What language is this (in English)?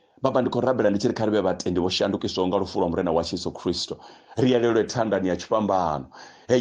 Venda